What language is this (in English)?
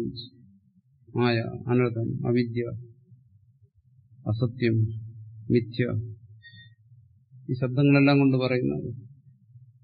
Malayalam